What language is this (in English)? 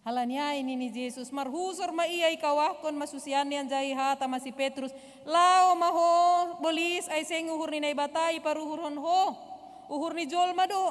Batak Simalungun